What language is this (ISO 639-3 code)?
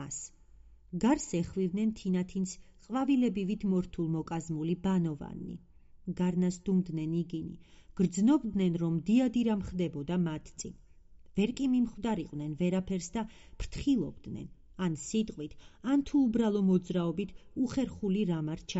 kat